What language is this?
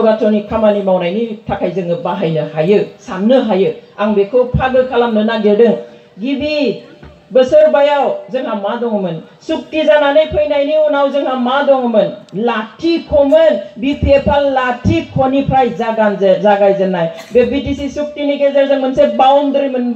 Bodo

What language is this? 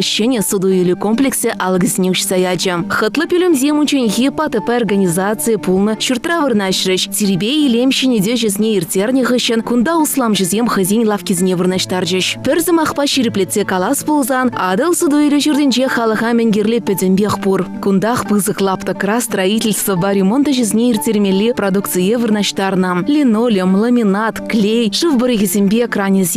Chuvash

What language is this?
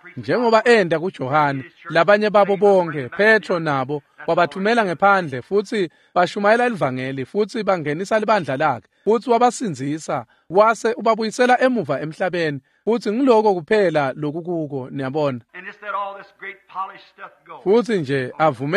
Swati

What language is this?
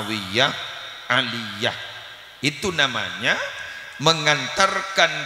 Madurese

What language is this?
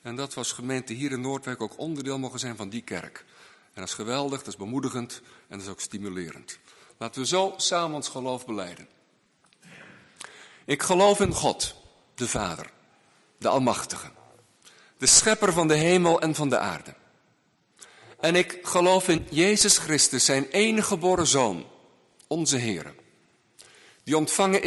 Dutch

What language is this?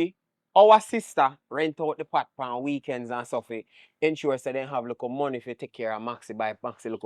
Jamaican Creole English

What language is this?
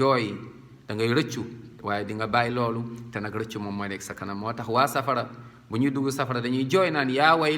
Wolof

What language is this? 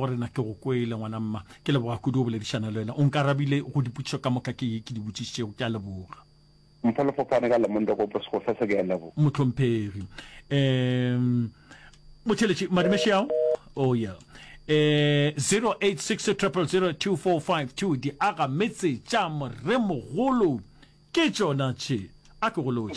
Northern Sotho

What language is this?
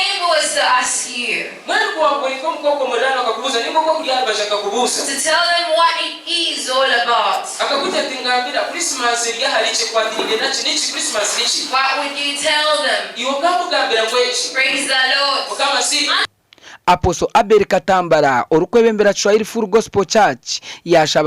Nyankole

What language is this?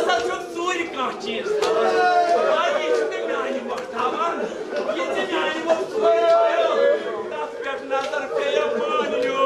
Kashmiri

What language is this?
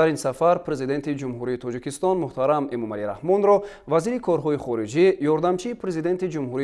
Tajik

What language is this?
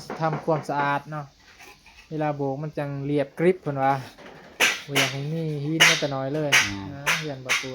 Northeastern Thai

